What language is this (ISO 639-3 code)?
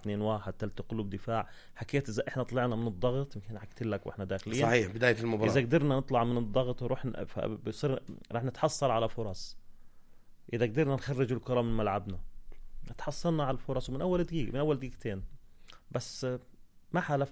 apc